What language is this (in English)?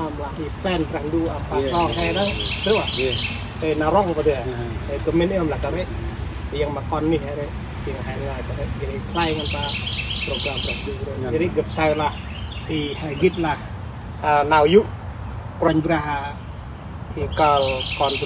Central Mnong